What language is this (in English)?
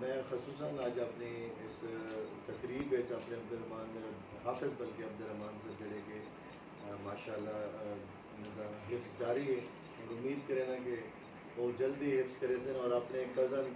Saraiki